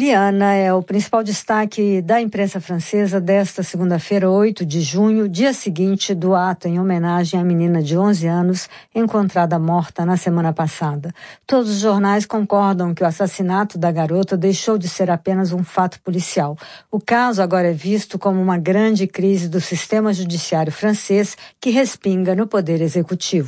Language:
Portuguese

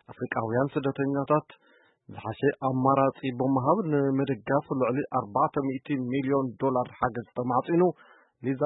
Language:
Tigrinya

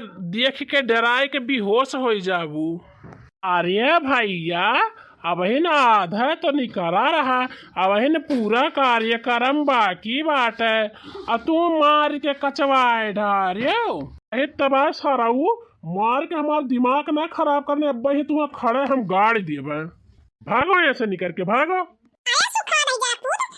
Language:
Bhojpuri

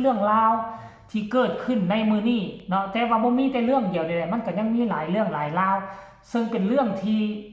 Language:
Northeastern Thai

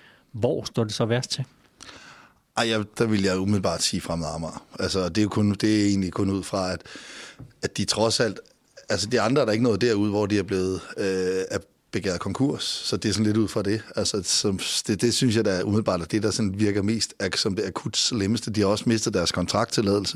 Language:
Danish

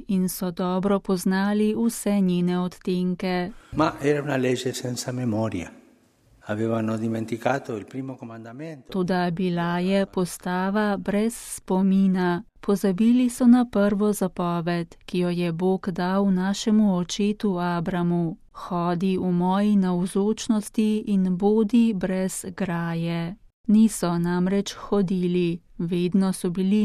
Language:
Slovenian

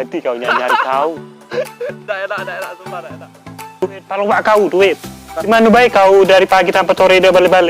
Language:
Musi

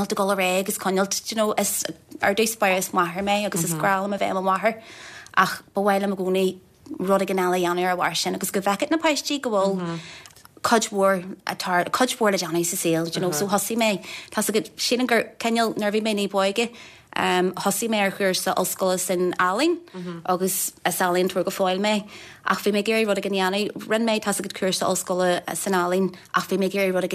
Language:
Irish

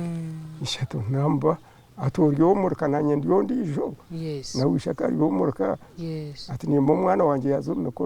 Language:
Nyankole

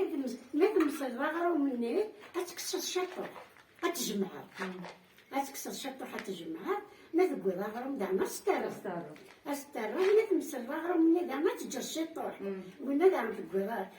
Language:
Kabyle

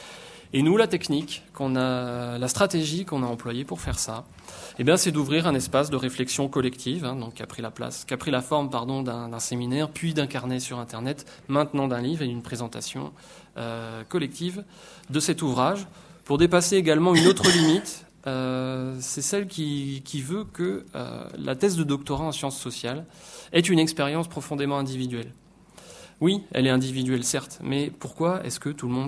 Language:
French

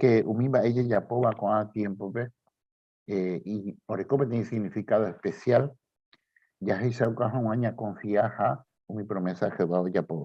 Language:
Guarani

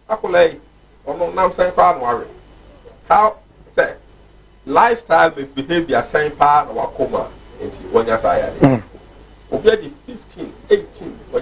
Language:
Akan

